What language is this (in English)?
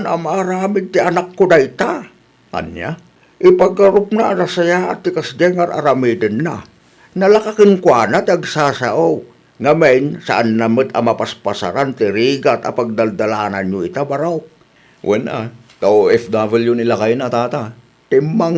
Iloko